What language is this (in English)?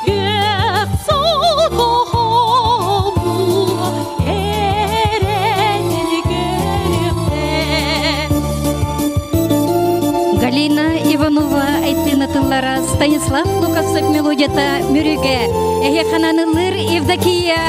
Yakut